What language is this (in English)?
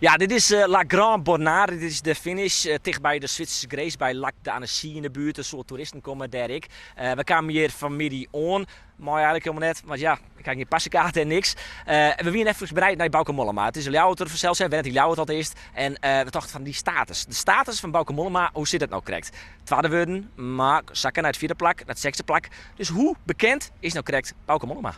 Western Frisian